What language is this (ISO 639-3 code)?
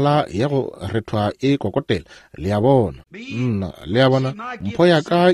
nso